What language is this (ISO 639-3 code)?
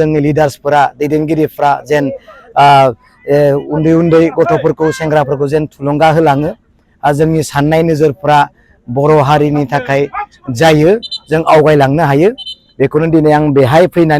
brx